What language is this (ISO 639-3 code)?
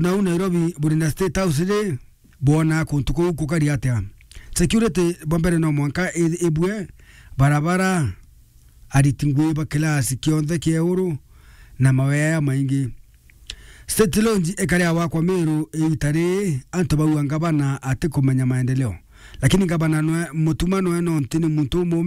mer